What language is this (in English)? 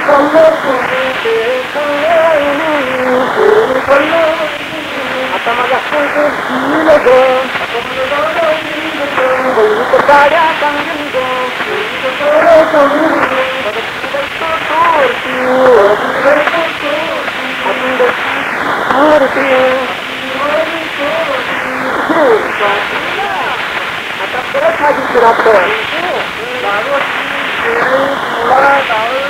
Marathi